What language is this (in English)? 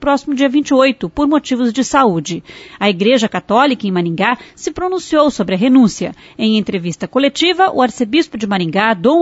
Portuguese